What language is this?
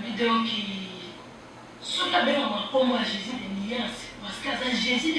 Lingala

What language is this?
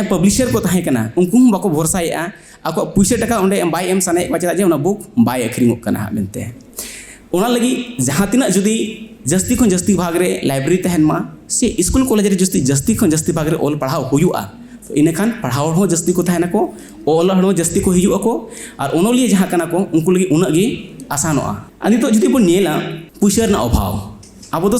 Santali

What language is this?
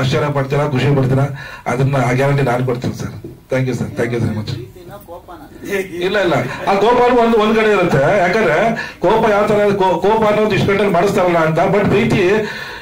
Kannada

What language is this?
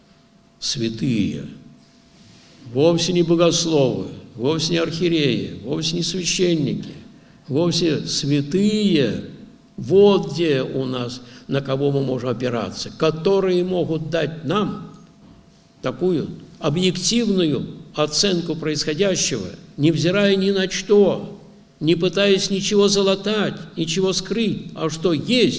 Russian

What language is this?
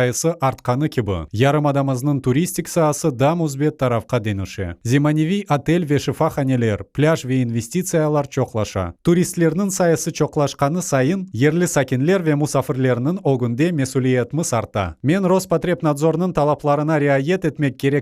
Crimean Tatar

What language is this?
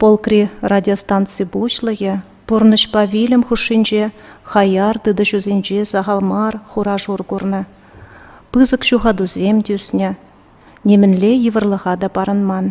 Chuvash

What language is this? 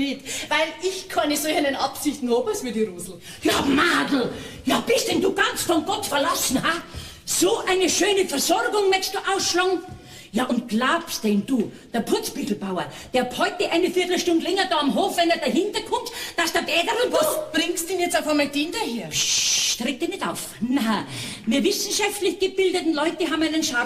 Bavarian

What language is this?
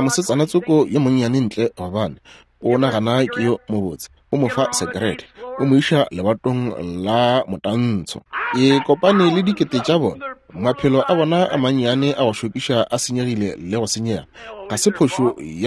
Northern Sotho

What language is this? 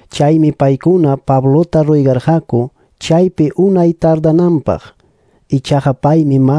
Quechua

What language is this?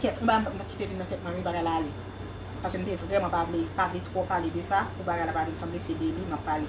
Haitian Creole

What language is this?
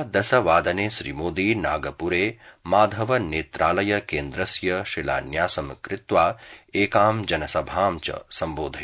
Sanskrit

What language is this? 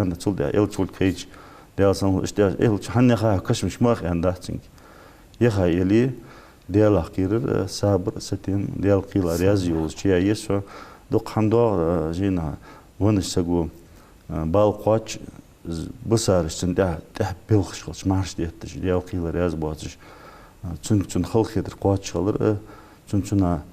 Ingush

